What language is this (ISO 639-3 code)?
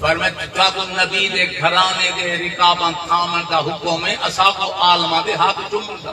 skr